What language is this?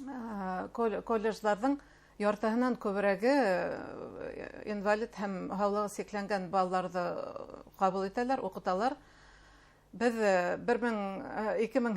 Bashkir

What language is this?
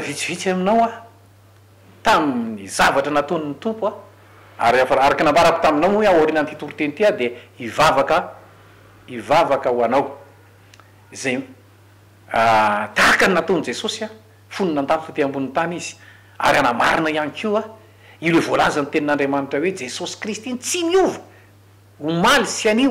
Malagasy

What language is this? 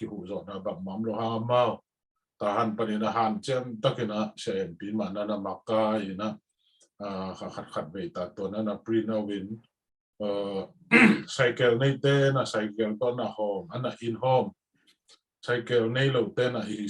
Tedim Chin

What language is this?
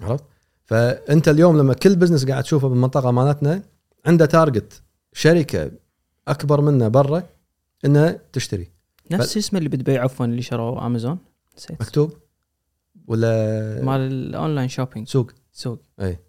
Gulf Arabic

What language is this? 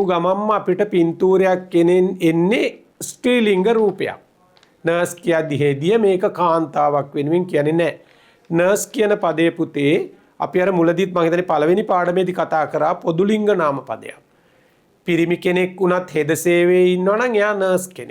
Sinhala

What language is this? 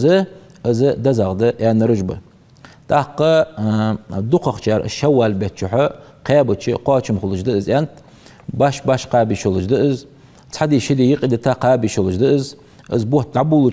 Ingush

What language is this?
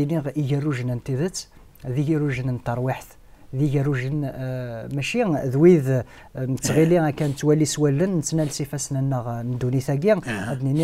Kabyle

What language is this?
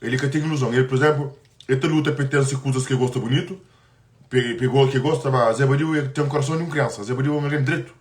Kabuverdianu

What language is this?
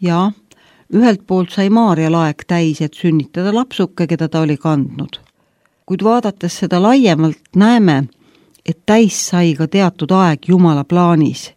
Estonian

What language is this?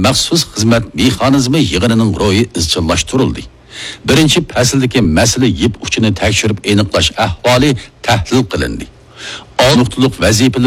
Uyghur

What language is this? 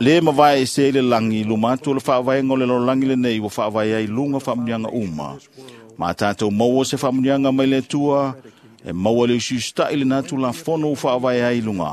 Samoan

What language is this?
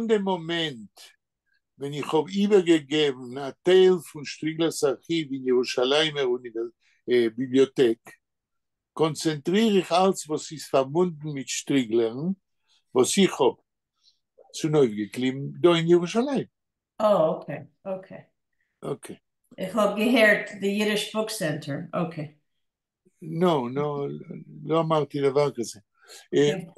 Yiddish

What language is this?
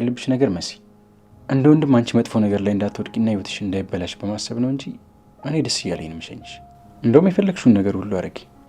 Amharic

